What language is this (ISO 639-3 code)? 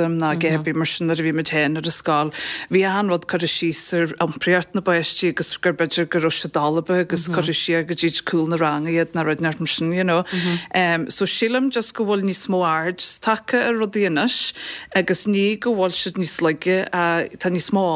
gle